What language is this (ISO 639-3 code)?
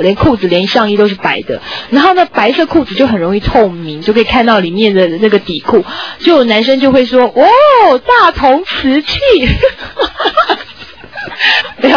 zho